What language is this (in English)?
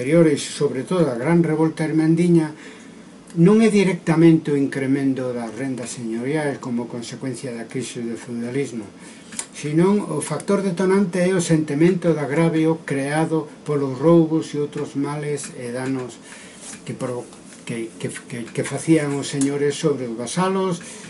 Galician